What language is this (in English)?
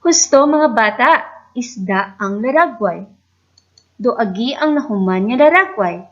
Hiligaynon